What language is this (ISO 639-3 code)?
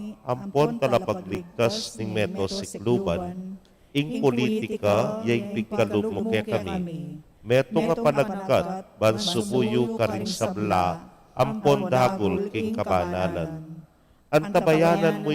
pam